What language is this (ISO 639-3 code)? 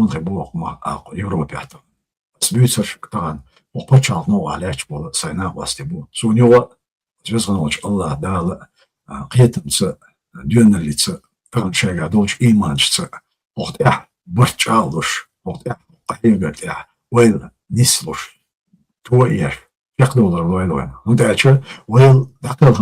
che